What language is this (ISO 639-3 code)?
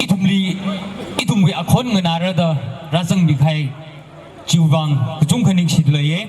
nmf